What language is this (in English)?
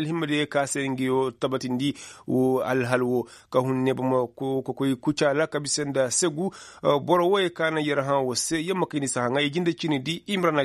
Koyraboro Senni